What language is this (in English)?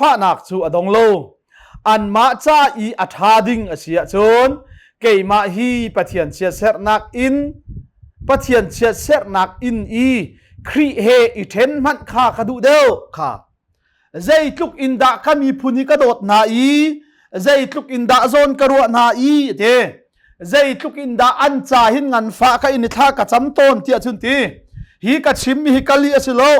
Hakha Chin